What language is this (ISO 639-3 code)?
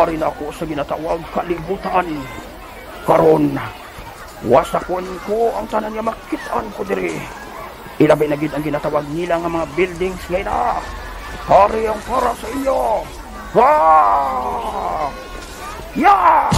hil